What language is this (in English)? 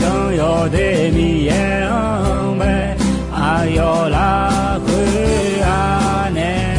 Akha